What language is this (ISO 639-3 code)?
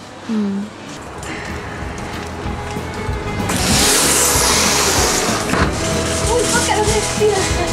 swe